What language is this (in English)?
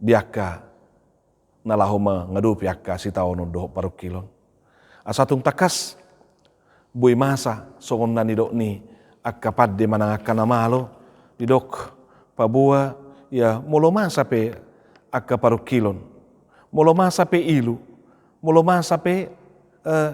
Batak Toba